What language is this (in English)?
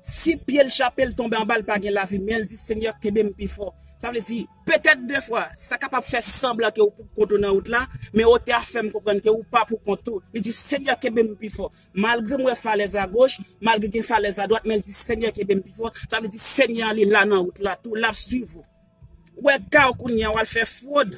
Haitian Creole